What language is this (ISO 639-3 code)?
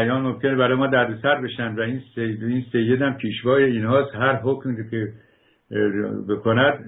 fas